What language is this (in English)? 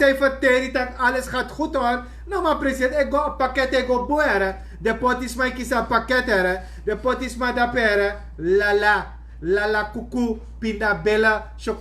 Sranan Tongo